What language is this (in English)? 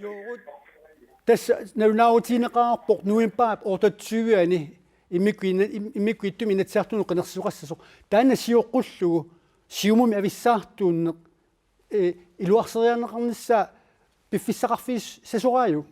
Kalaallisut